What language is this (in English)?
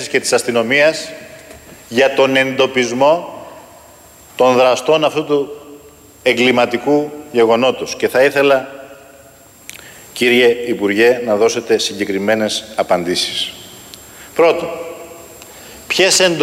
Greek